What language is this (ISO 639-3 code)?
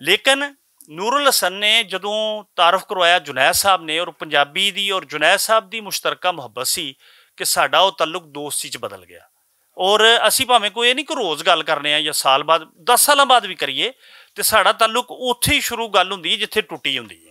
lah